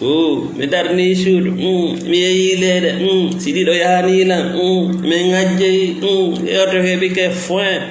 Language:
Fula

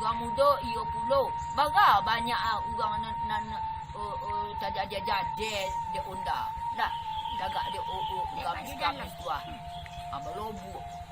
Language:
Minangkabau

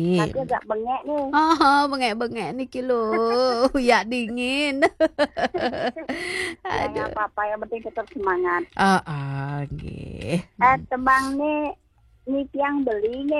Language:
Balinese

